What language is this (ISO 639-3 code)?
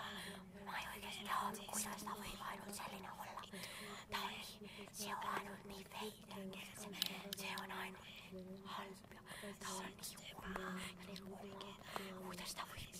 est